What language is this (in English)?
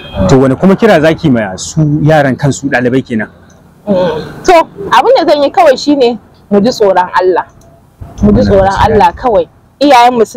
Hausa